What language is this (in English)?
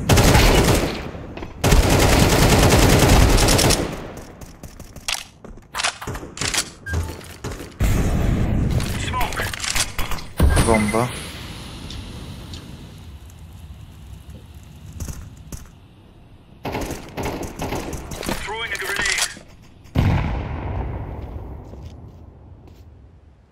Polish